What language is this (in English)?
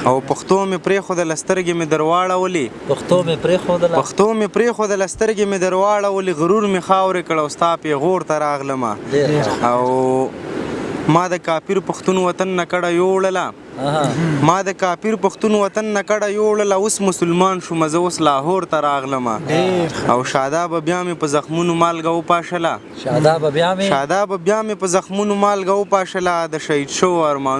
Pashto